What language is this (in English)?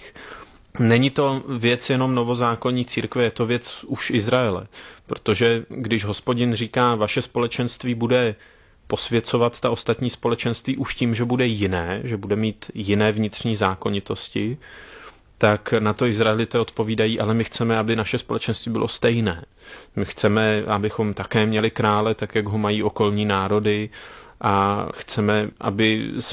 Czech